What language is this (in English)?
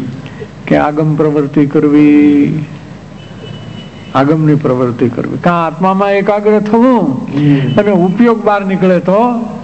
Gujarati